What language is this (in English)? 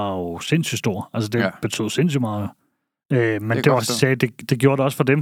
Danish